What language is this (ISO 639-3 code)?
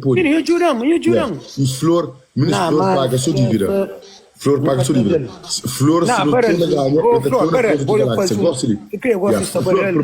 kea